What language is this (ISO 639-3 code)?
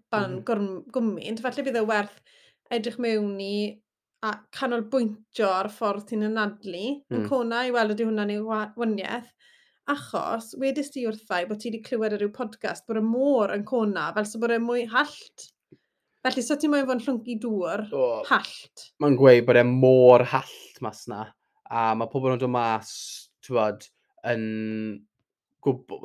cym